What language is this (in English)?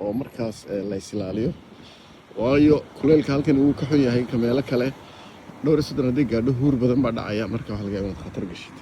Somali